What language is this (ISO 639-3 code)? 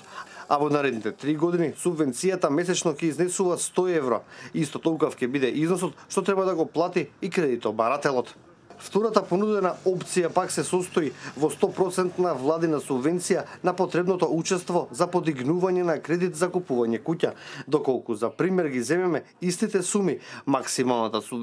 mkd